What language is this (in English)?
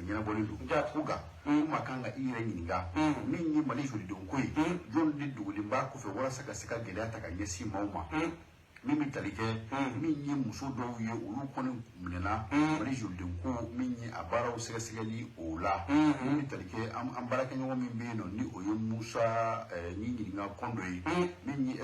Bambara